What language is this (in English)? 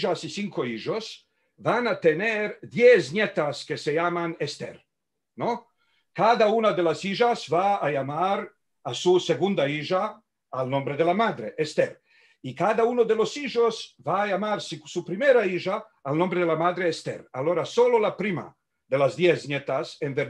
Ladino